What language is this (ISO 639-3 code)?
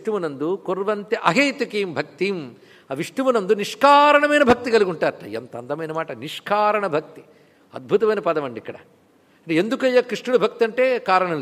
tel